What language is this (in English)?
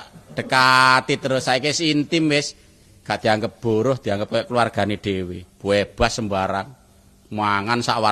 Javanese